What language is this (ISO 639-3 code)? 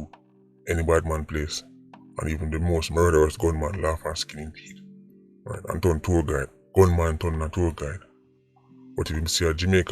jam